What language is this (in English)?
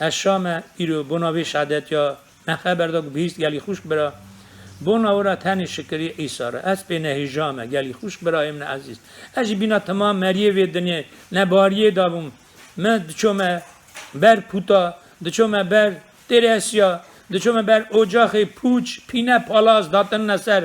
Kurdish